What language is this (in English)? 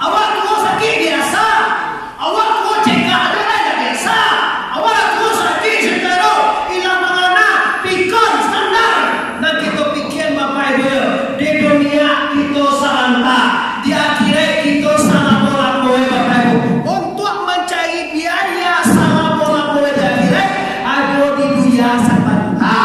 Minangkabau